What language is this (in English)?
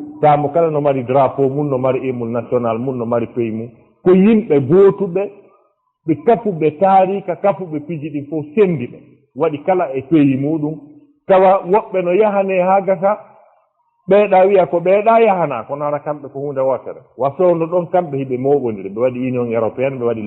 Fula